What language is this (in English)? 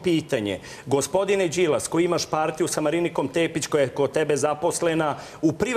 Serbian